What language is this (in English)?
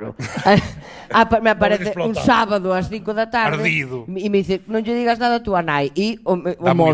Galician